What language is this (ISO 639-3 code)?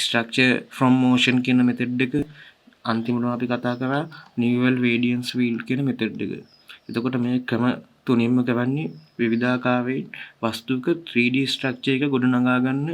sin